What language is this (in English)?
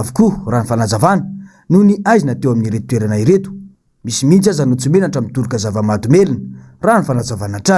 Malagasy